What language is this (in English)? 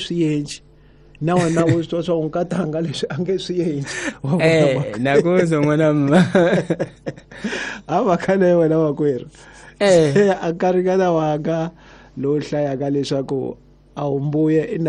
Tsonga